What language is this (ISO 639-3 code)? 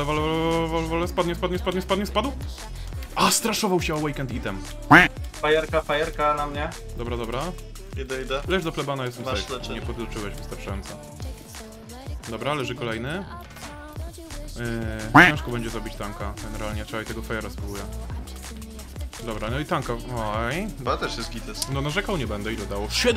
pol